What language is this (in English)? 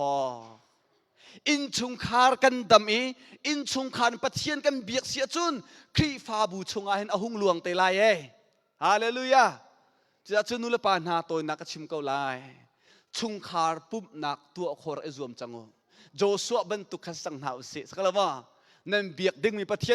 Hakha Chin